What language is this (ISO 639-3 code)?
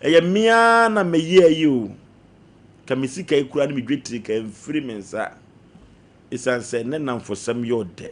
aka